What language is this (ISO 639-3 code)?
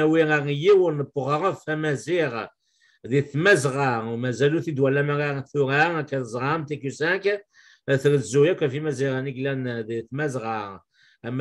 kab